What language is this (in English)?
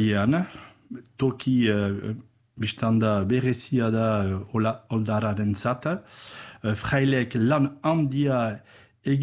Basque